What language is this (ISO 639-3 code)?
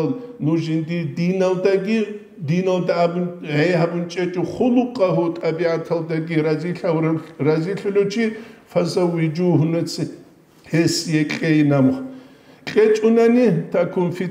ava